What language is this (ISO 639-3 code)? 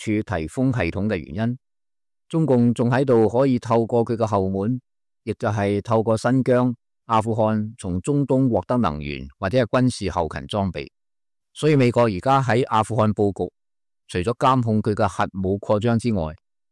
yue